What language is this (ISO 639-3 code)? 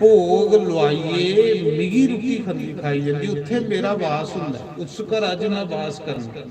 doi